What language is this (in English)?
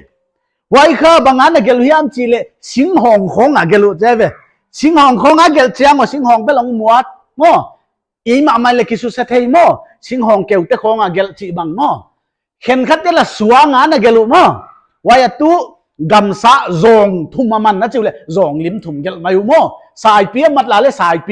Paite Chin